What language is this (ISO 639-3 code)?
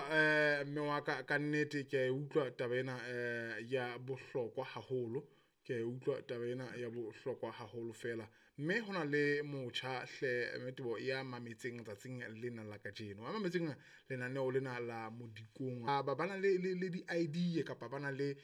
sot